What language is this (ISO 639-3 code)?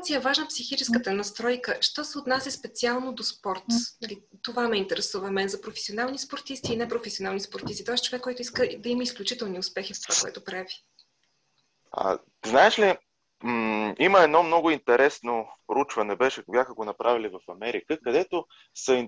bul